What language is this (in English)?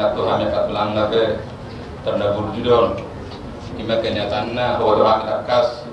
Batak Toba